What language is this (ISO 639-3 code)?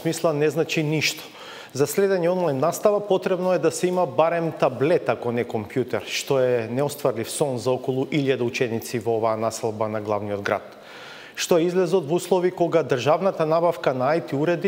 mkd